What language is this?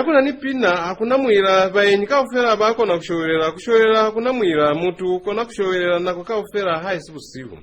Lozi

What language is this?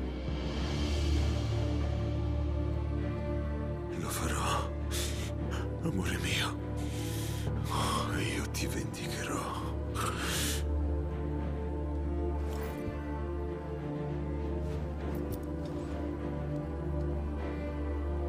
Italian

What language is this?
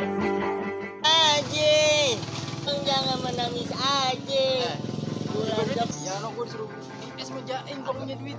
Betawi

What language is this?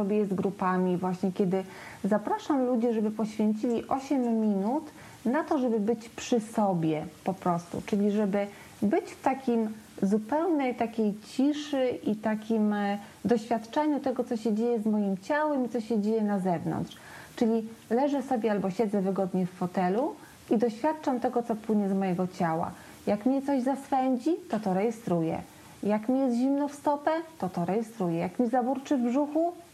Polish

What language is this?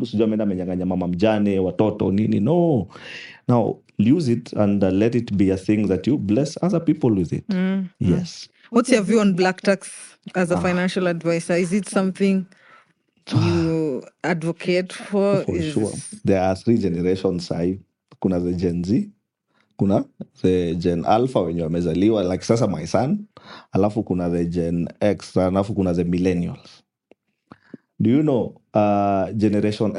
Swahili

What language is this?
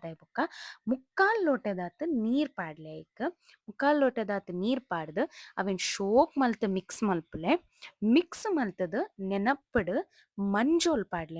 Tulu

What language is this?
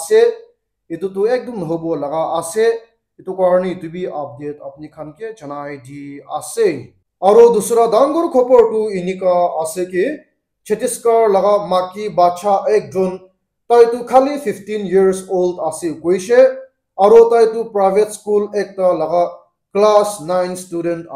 Naga Pidgin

